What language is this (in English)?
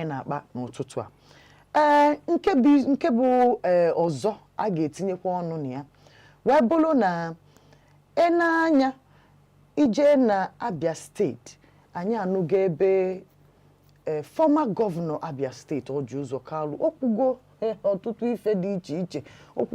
Igbo